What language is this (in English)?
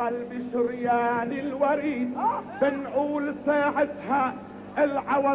North Levantine Arabic